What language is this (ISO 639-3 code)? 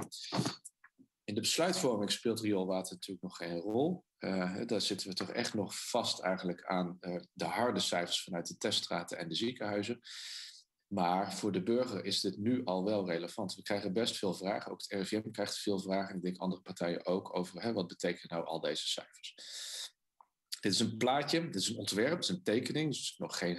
nld